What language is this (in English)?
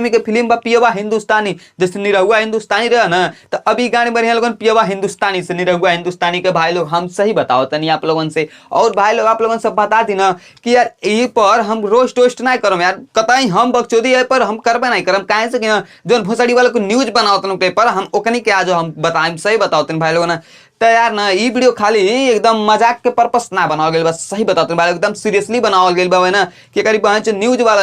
Bhojpuri